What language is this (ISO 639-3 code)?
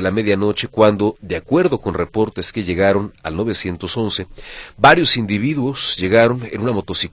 spa